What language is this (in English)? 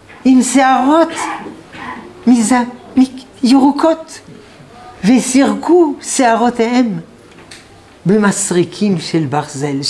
Hebrew